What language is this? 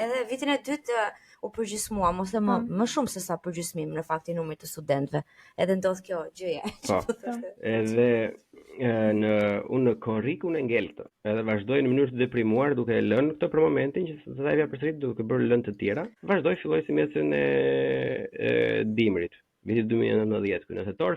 Albanian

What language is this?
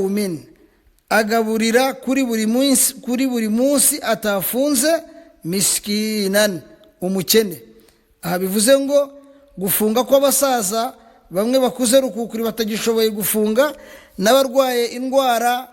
Kinyarwanda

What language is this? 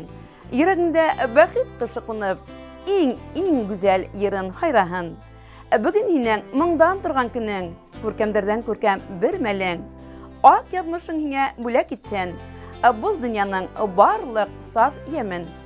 Bashkir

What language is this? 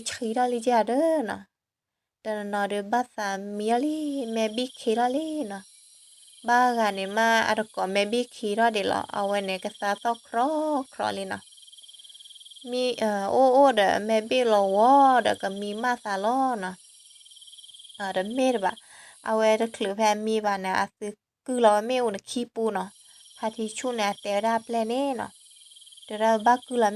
S'gaw Karen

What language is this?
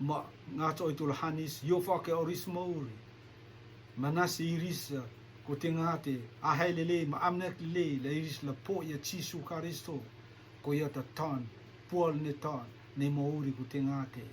Rotuman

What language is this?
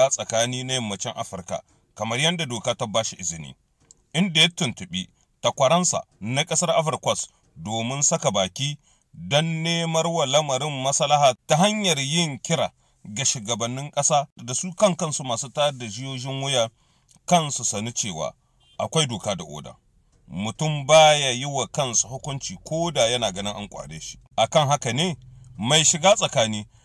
Hausa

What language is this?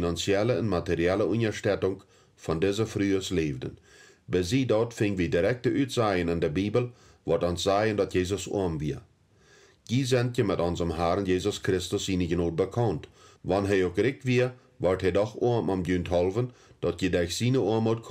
Plautdietsch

